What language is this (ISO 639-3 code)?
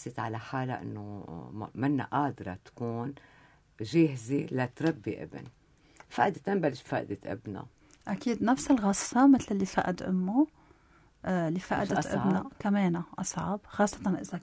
apc